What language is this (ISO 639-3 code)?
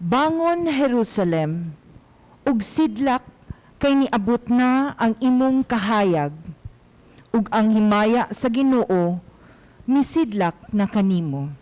ceb